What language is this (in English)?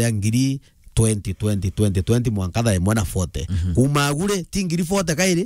Meru